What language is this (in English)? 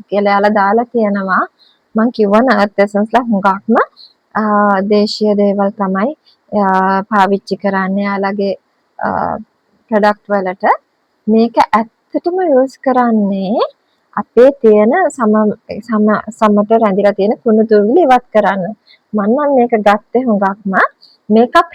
Sinhala